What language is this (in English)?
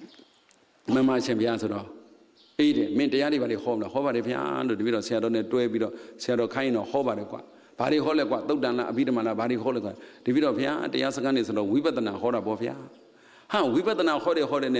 Burmese